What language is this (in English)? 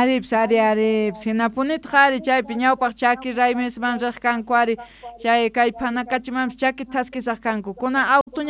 Quechua